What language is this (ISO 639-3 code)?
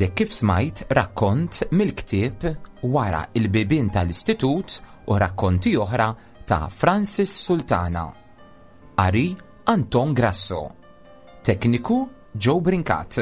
mlt